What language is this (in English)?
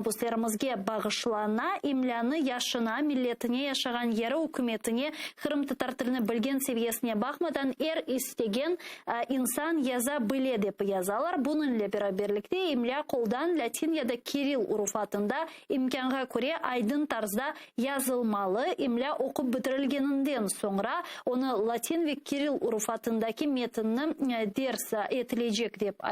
Crimean Tatar